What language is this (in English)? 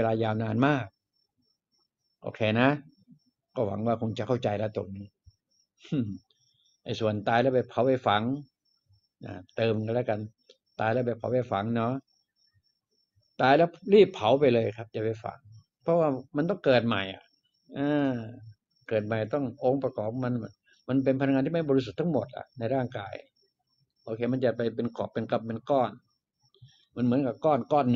Thai